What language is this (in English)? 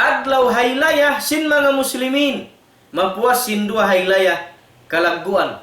Tausug